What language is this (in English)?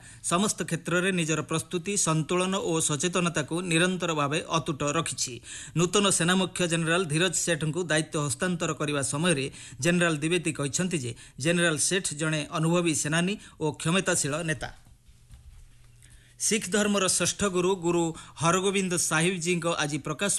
Odia